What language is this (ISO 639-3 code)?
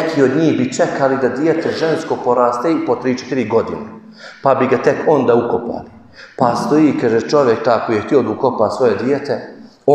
bos